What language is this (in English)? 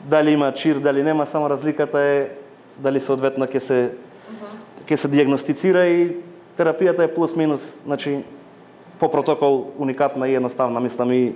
Macedonian